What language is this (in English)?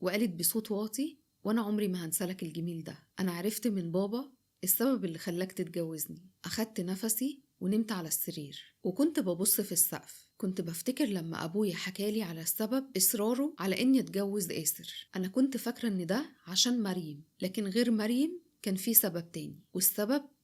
Egyptian Arabic